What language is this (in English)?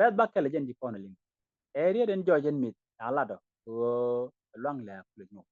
Nuer